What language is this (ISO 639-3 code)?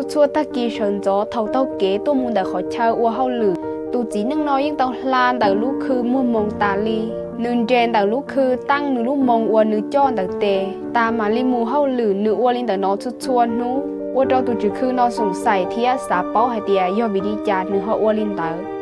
hmn